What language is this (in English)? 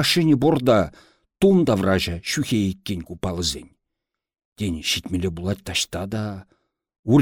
Chuvash